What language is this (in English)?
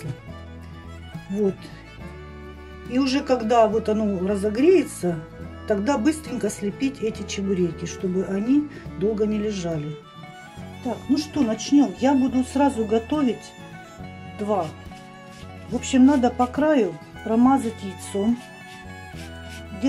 Russian